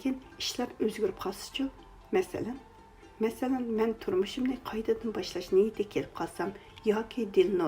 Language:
Uyghur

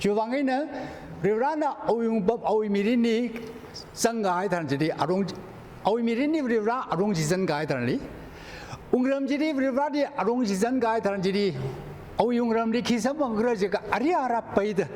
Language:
Tangkhul Naga (India)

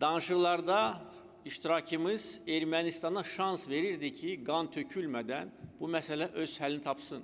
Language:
Azerbaijani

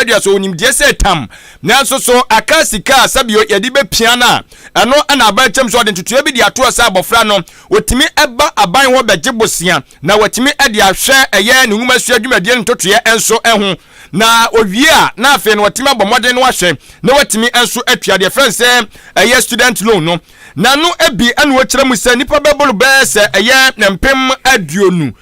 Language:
Akan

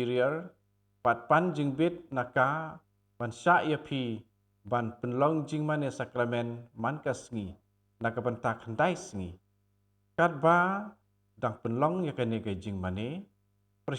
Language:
Khasi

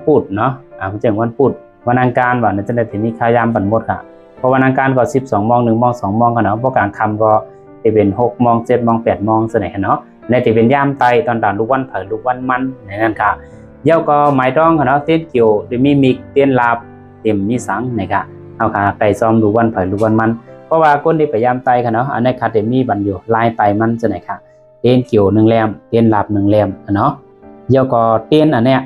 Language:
Shan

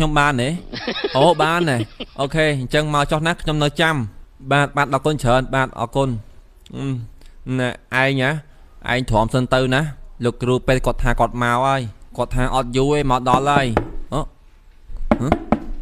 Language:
Khmer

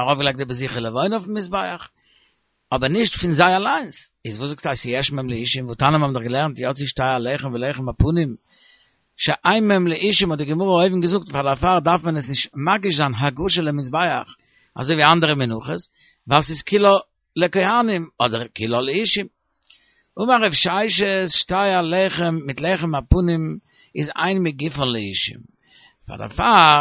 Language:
Yiddish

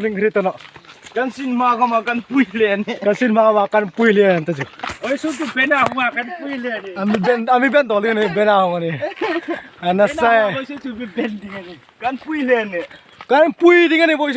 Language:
Hmar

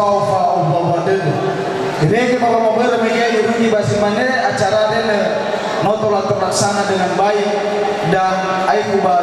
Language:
Nias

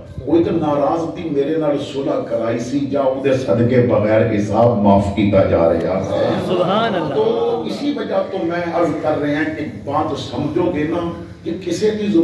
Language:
Western Panjabi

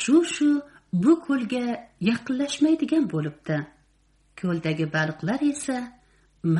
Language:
Uzbek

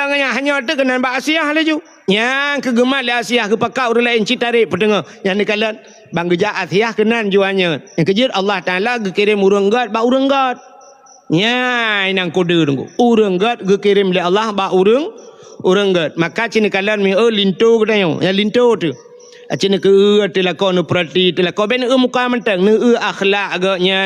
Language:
Achinese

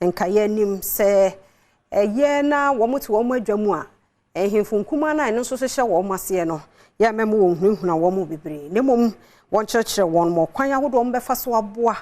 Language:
Akan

